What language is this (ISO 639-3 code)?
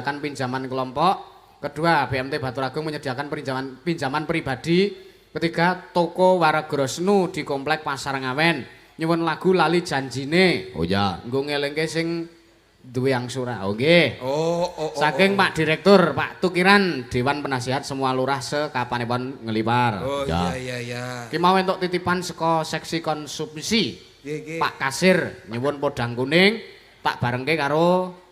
jav